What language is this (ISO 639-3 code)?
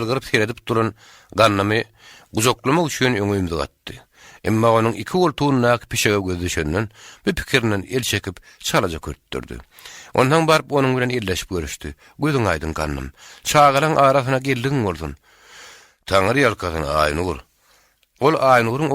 tuk